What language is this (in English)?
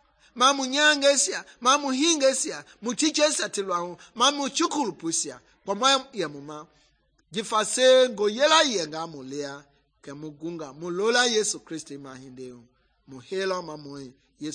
Mende